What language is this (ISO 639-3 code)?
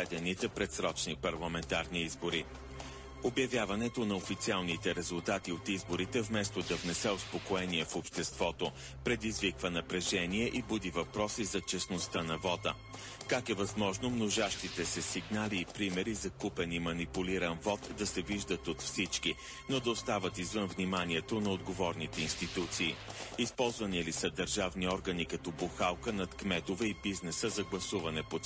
bul